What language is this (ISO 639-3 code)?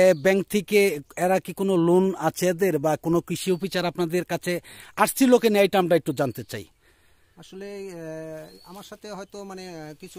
ben